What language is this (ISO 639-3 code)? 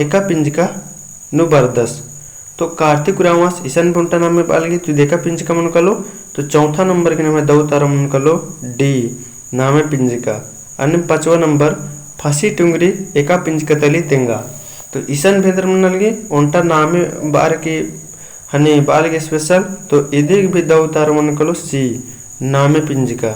kru